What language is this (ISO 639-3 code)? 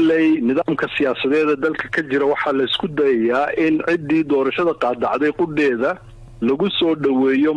som